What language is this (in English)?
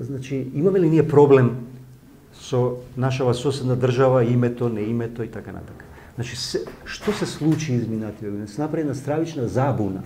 Macedonian